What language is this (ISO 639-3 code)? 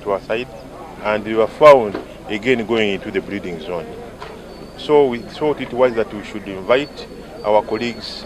nyn